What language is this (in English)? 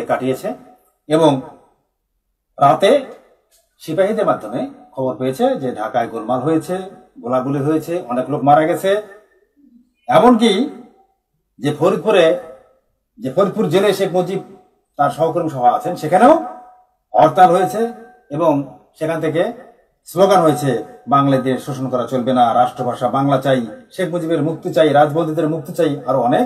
Bangla